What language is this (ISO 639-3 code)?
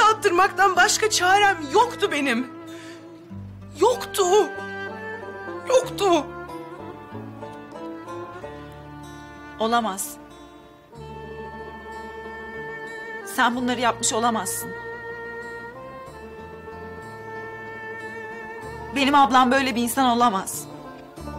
tur